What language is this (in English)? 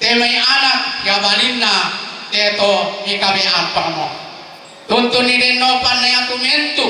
Toraja-Sa'dan